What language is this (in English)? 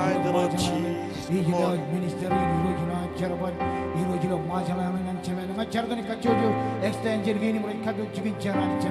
Marshallese